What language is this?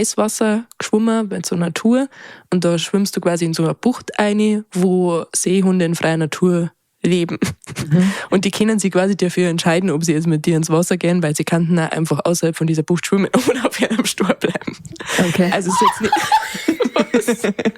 Bavarian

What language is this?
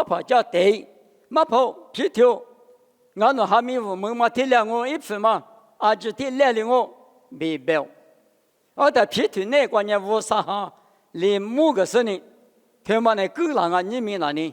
Lisu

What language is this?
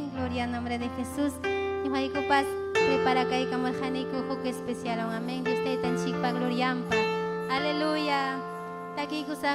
Ayacucho Quechua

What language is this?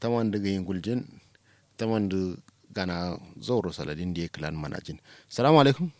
Kanuri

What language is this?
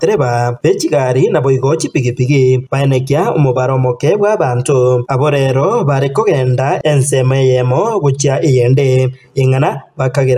Gusii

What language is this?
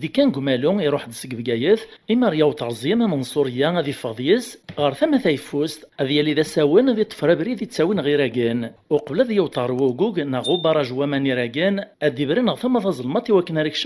Kabyle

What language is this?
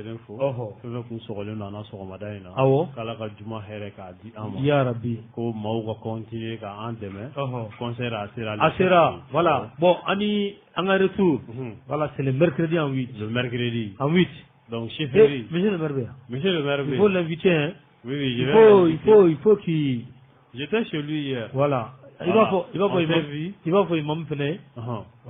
Bambara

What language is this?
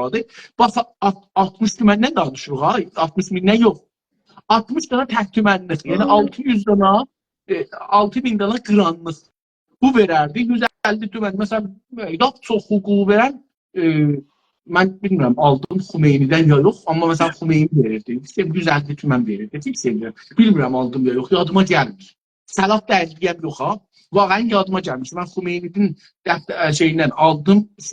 South Azerbaijani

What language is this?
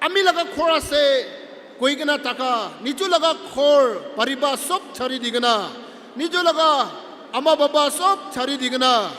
Naga Pidgin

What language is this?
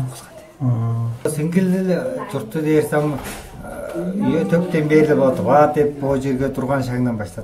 Tuvinian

